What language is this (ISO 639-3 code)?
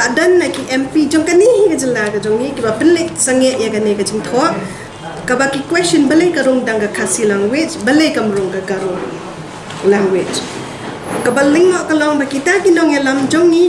kha